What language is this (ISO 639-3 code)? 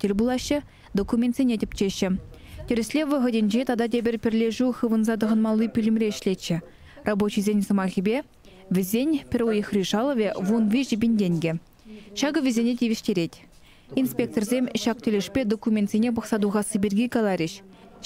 chv